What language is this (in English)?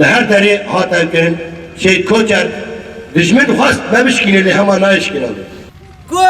Kurdish